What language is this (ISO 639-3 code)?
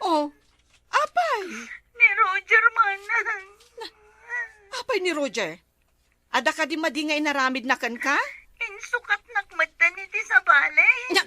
ilo